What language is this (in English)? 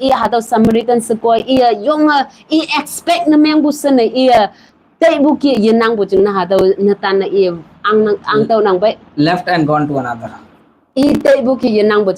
Konyak Naga